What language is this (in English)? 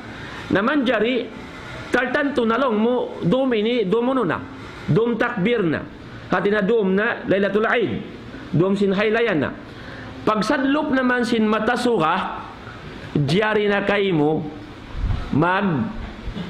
Tausug